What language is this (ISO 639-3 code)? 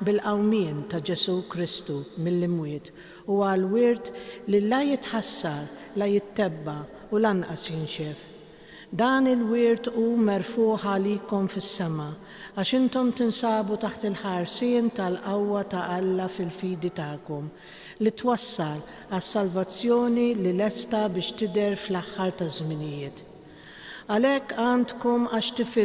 mlt